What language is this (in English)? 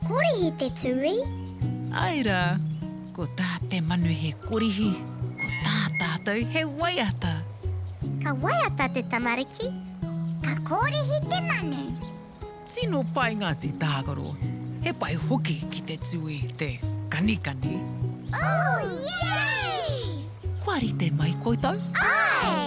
Māori